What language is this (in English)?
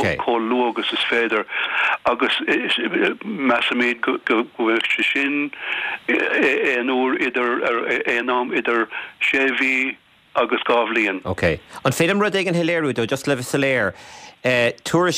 Irish